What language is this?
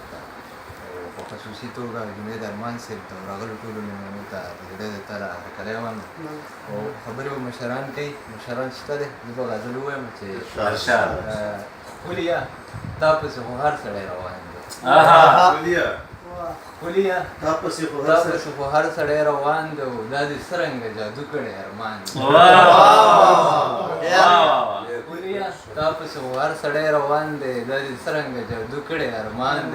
Pashto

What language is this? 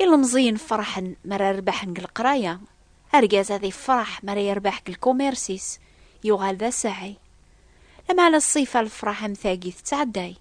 Kabyle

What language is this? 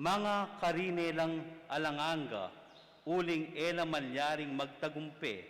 Pampanga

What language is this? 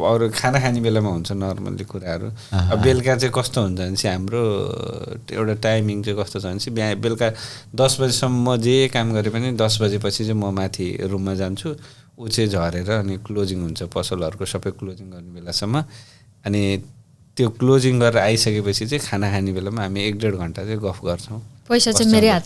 Nepali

